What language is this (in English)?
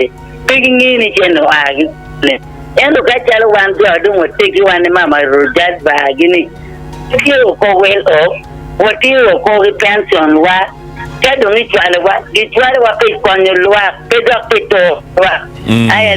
Acoli